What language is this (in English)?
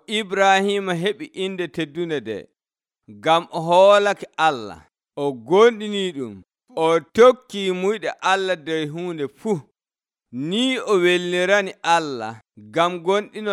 Nigerian Fulfulde